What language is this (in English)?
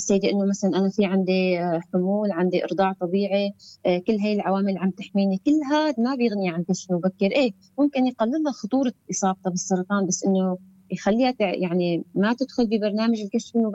North Levantine Arabic